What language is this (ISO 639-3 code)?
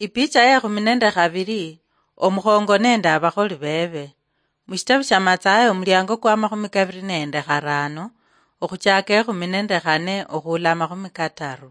luy